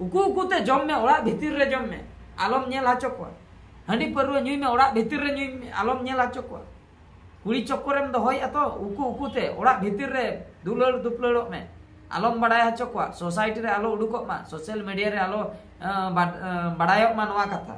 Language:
Santali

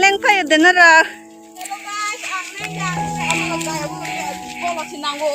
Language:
Kok Borok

